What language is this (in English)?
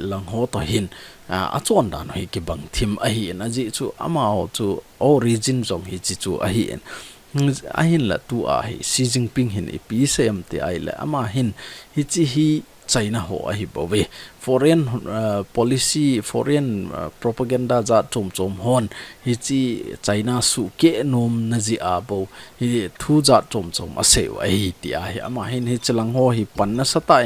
Thado Chin